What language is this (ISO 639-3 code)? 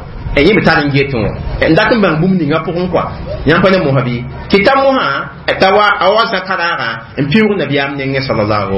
mos